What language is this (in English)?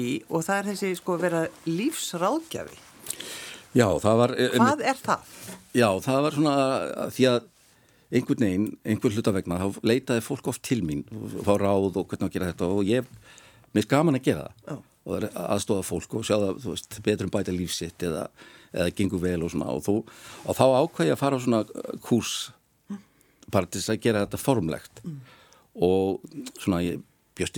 Icelandic